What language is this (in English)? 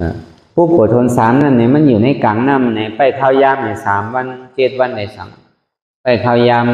Shan